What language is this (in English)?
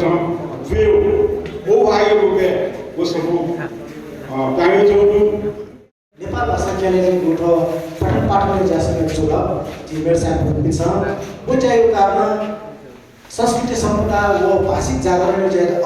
Newari